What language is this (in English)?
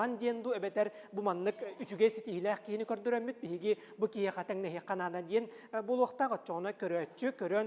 Yakut